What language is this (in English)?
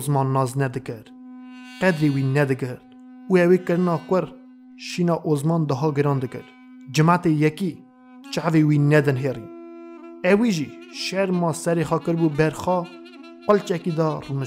Kurdish